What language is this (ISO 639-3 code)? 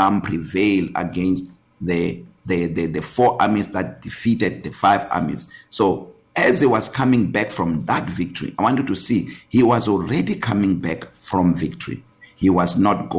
eng